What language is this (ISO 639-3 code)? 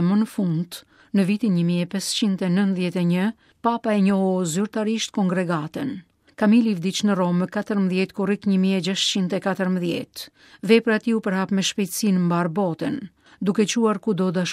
sqi